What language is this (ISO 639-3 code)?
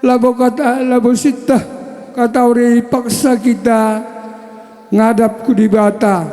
btx